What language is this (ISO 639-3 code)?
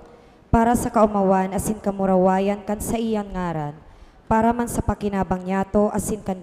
bik